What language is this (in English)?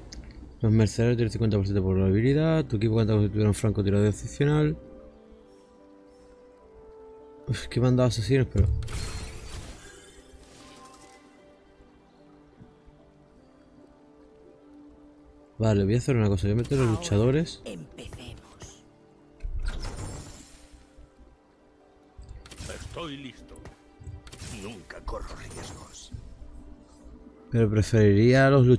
Spanish